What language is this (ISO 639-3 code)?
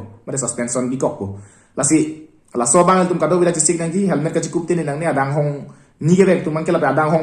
mjw